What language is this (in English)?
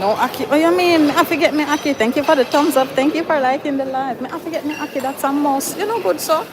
Jamaican Creole English